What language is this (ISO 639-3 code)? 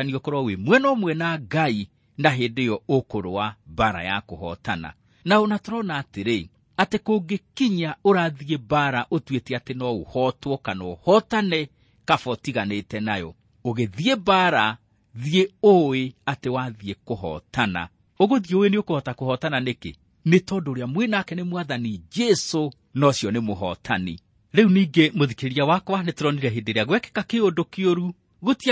kik